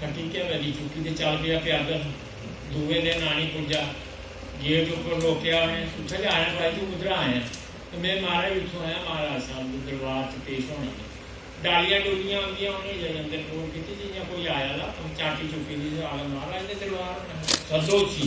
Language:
Dogri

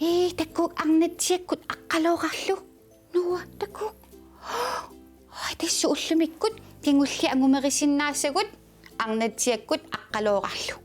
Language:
Kalaallisut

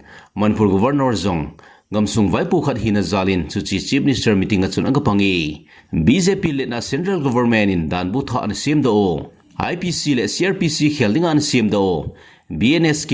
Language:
Thado Chin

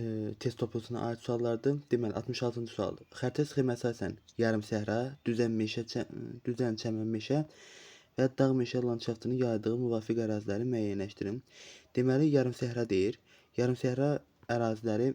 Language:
Azerbaijani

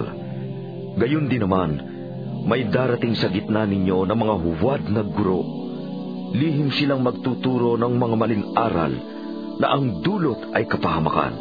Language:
Filipino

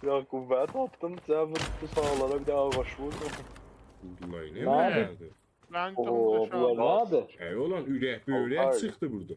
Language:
South Azerbaijani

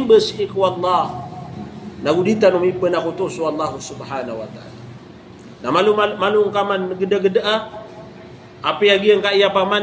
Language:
Maranao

